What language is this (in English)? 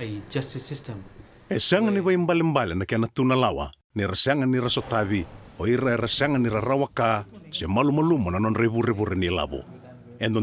Fijian